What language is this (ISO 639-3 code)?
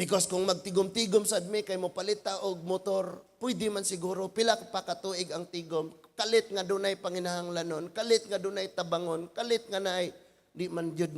ceb